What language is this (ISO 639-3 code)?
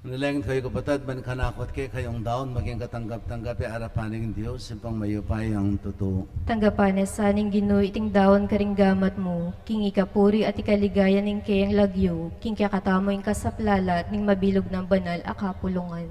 pam